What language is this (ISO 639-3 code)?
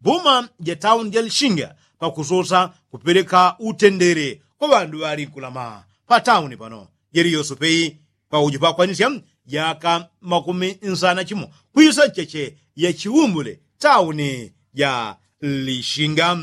yao